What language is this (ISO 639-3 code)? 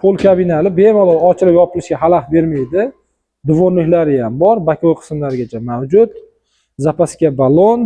uzb